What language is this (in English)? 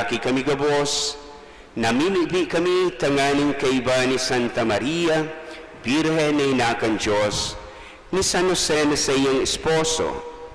Bikol